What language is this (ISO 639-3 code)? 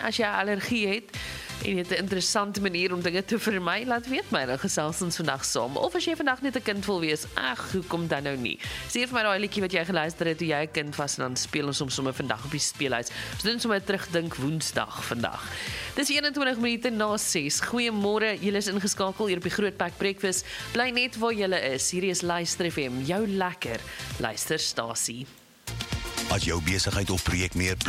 afr